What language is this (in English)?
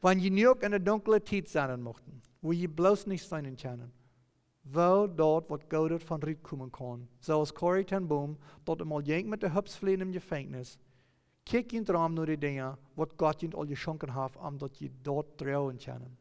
Plautdietsch